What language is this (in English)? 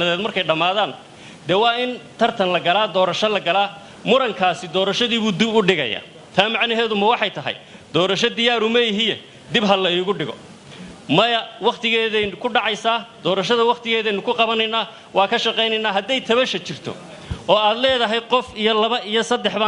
Somali